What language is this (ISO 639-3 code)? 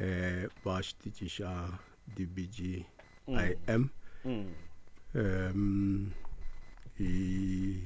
tso